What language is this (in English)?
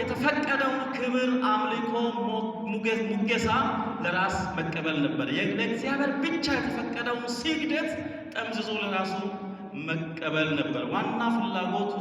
Amharic